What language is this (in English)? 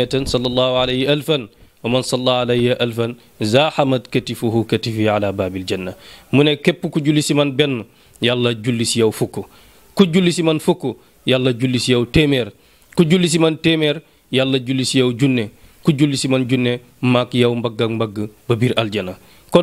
Wolof